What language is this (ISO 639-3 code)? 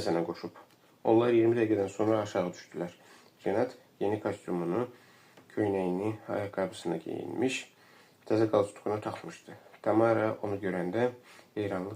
aze